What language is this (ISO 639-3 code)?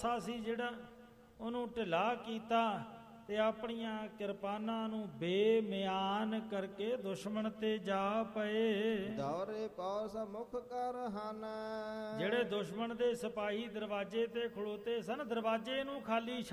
pan